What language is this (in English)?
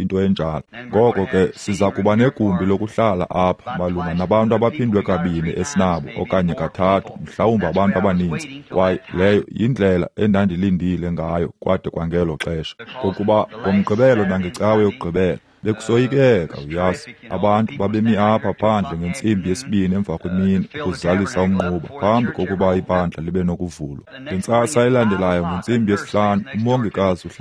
Xhosa